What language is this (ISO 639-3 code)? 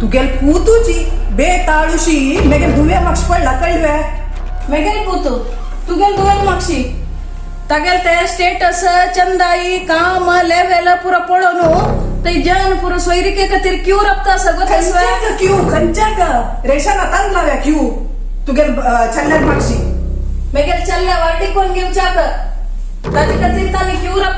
kok